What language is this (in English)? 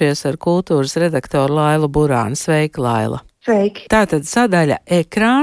Latvian